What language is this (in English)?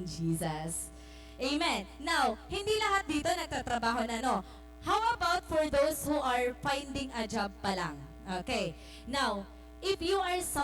Waray